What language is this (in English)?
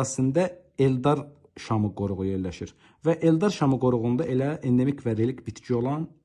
Azerbaijani